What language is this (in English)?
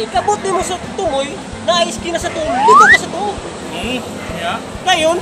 Cebuano